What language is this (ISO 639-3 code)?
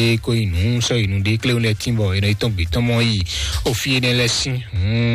fon